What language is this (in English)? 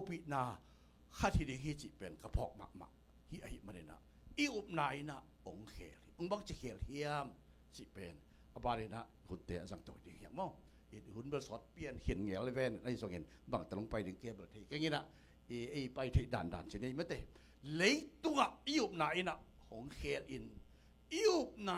Tedim Chin